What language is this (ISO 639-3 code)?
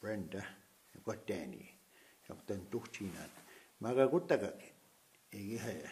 crk